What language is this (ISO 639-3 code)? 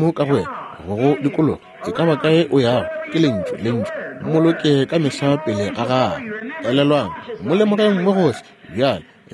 nso